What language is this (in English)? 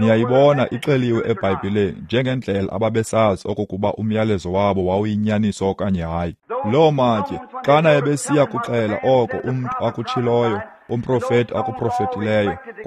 Xhosa